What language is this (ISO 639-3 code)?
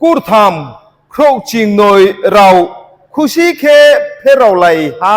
ria